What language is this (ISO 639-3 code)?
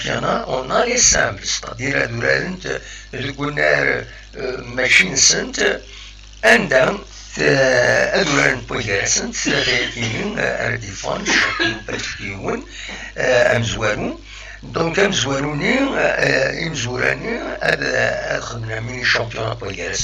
kab